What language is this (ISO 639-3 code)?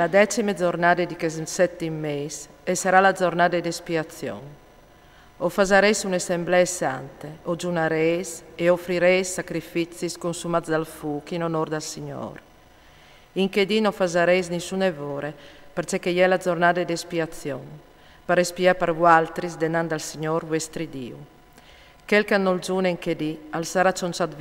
fur